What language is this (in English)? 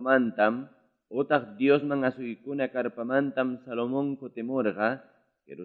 Quechua